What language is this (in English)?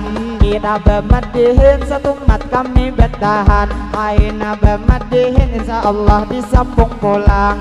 Banjar